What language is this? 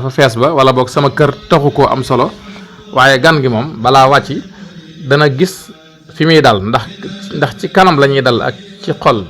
Wolof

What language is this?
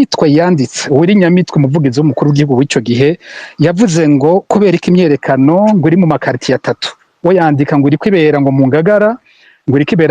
Rundi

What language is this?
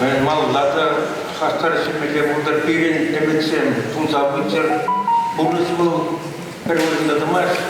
Chuvash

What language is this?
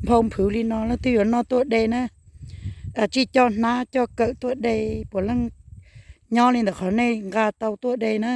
Hmong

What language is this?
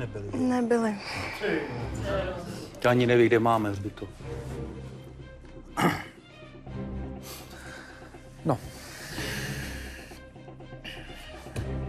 Czech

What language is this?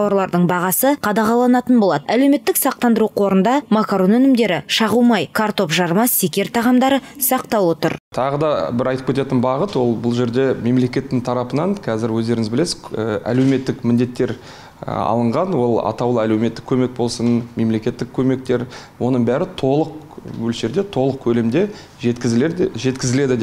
Kazakh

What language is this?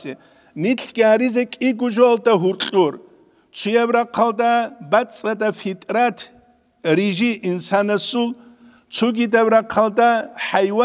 Avaric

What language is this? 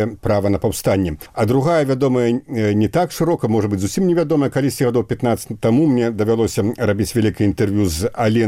Belarusian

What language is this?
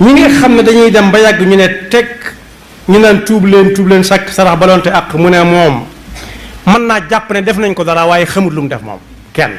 Wolof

